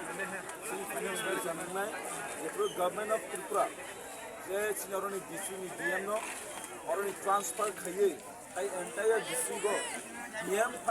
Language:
Kok Borok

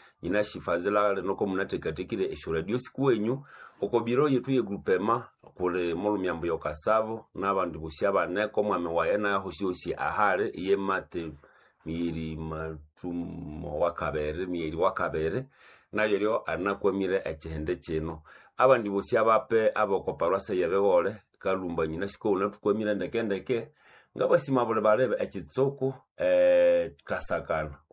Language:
Nande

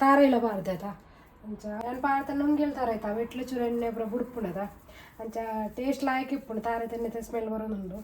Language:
Tulu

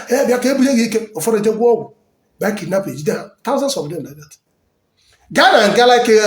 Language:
Igbo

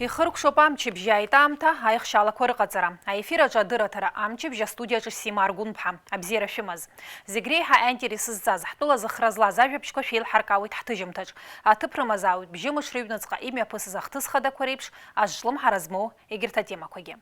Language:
Abkhazian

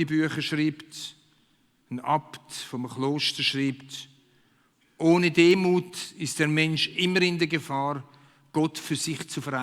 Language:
Swiss German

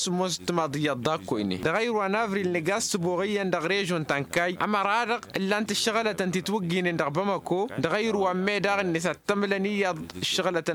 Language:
Tamasheq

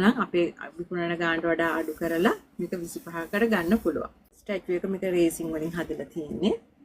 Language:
Sinhala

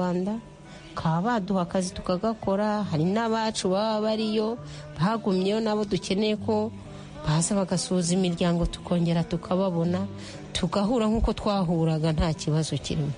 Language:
Kinyarwanda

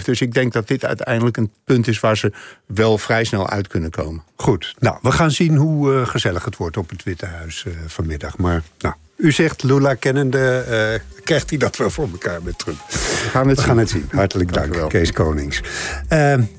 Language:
Dutch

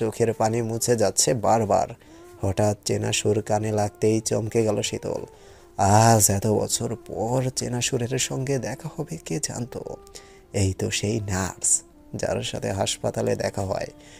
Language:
Bangla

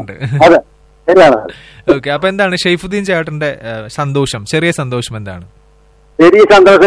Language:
Malayalam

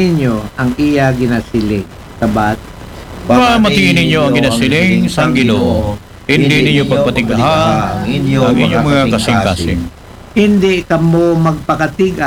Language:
Aklanon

